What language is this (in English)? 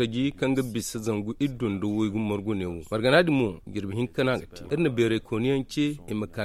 Zarma